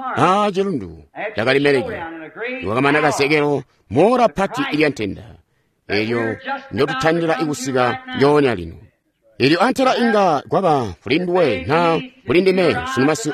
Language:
Tonga (Zambia)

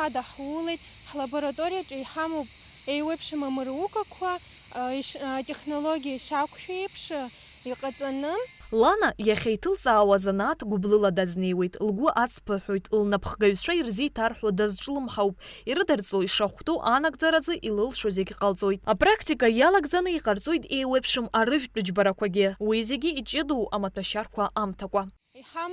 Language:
Abkhazian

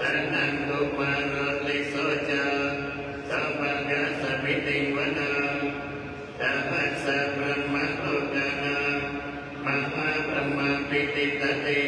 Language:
Pali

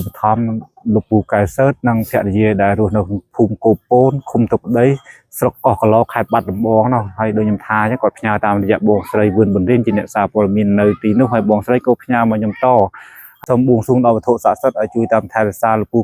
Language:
Khmer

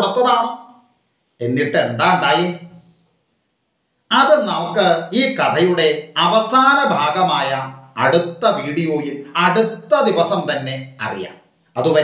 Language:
Malayalam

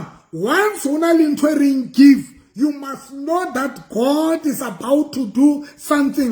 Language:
Southern Sotho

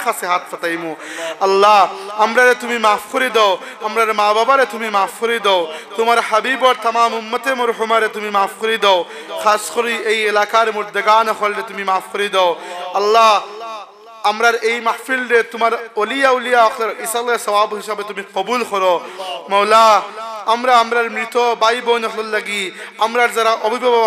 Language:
Sylheti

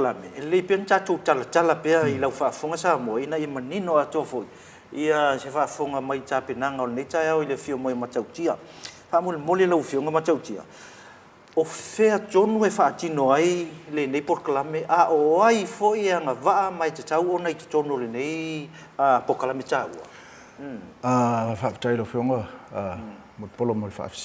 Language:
Samoan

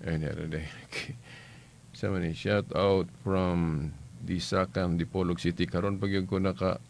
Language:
Cebuano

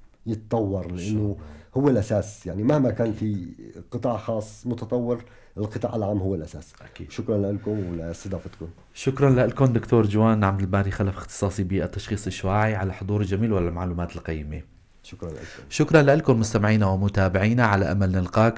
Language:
North Levantine Arabic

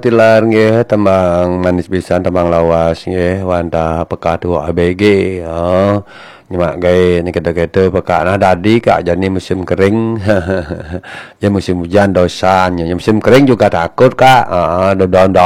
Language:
Balinese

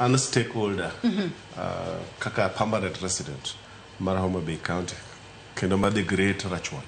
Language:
Luo (Kenya and Tanzania)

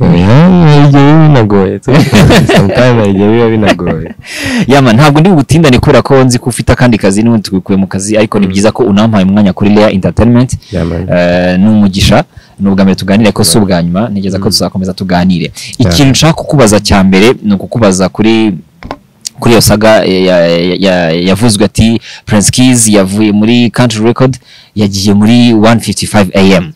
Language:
Kinyarwanda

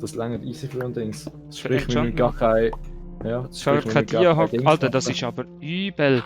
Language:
Swiss German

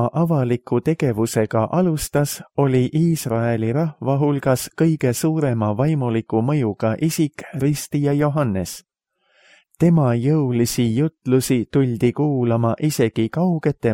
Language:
Estonian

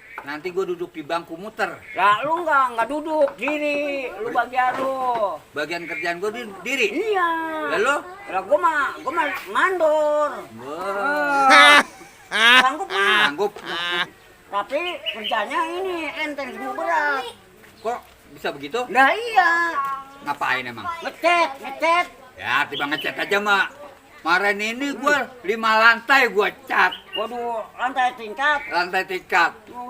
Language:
Betawi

